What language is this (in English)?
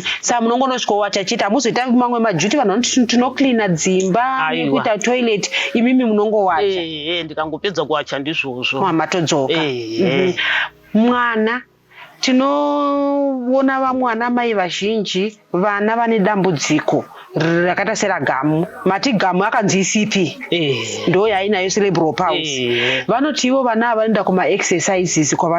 Shona